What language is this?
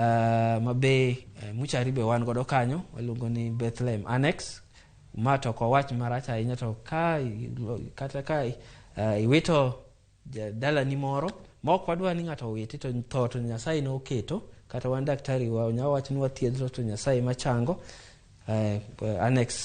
Luo (Kenya and Tanzania)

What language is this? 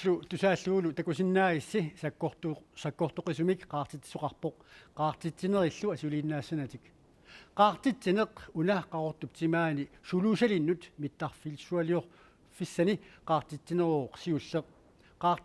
Kalaallisut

